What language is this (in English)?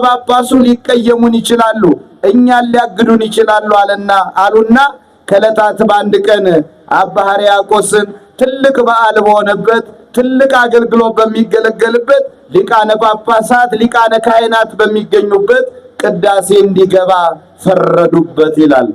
Amharic